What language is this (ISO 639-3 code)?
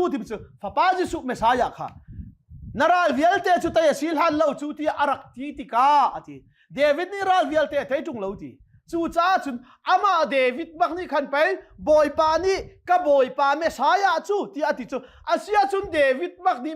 cnh